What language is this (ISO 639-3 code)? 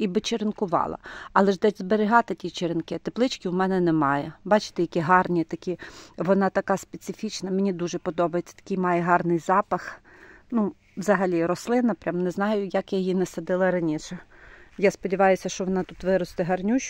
ukr